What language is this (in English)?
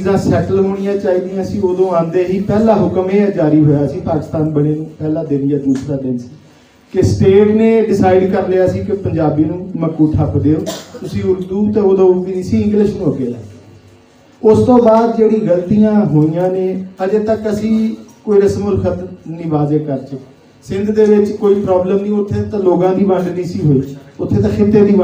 Punjabi